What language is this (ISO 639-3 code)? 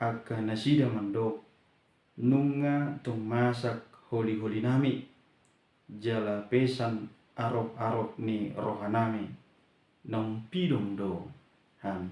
bbc